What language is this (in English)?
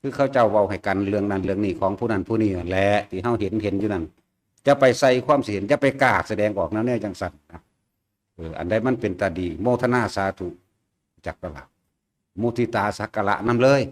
Northeastern Thai